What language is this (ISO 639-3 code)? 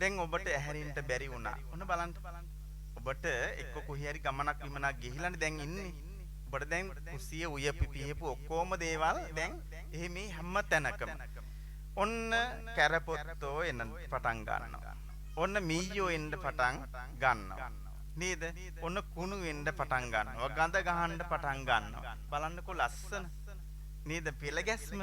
sin